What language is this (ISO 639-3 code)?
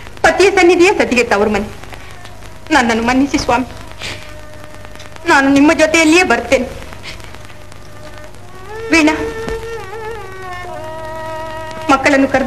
kan